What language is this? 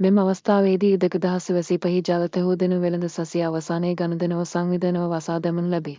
Sinhala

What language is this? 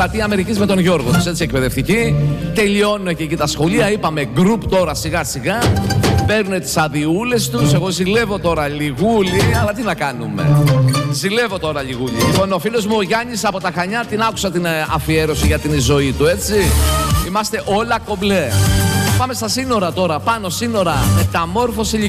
Greek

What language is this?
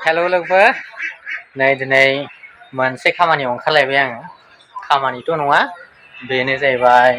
Bodo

